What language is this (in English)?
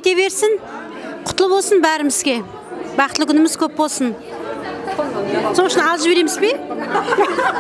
Kara-Kalpak